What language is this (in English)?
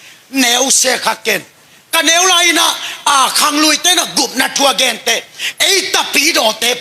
Tedim Chin